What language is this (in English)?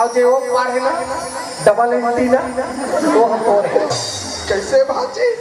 Chhattisgarhi